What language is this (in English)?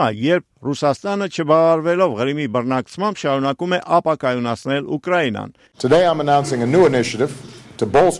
Armenian